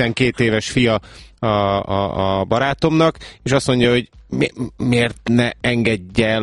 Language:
Hungarian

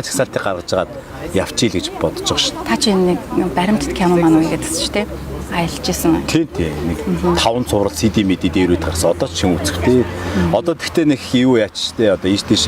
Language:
Mongolian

